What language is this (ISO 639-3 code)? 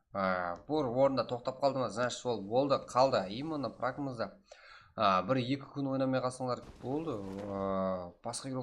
kaa